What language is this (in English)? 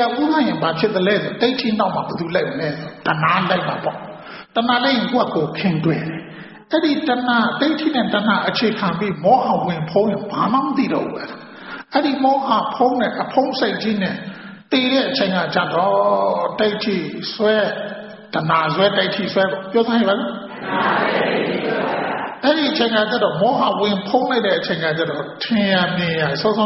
Burmese